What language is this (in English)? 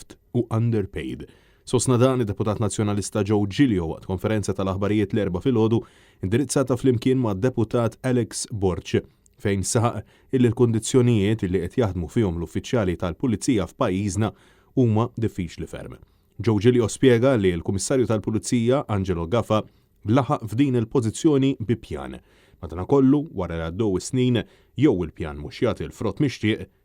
Maltese